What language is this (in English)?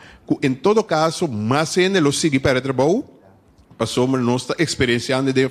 Papiamento